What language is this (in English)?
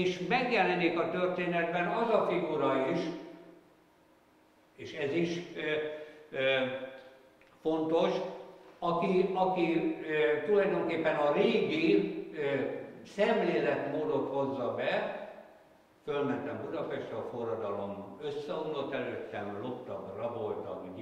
Hungarian